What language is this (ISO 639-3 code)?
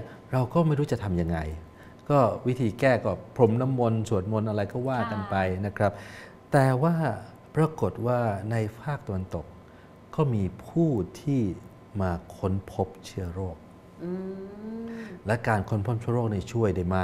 tha